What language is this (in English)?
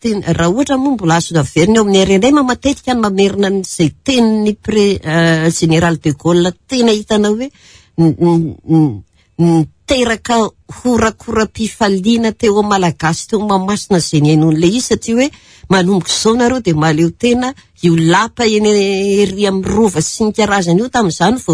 Malagasy